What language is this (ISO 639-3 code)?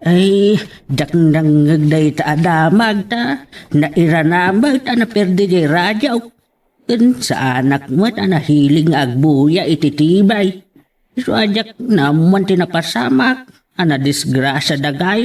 ilo